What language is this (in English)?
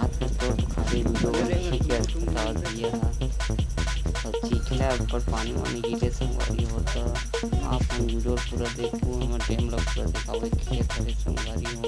Chhattisgarhi